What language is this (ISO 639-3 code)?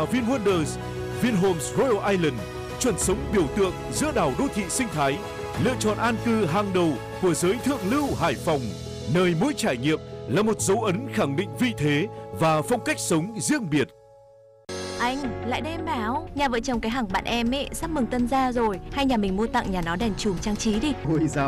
vie